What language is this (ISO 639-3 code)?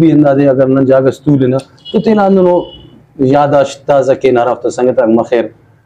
brh